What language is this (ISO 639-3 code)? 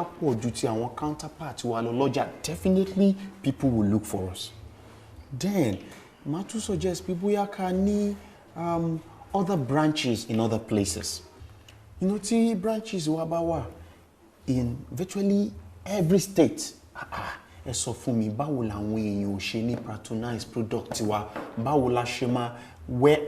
yor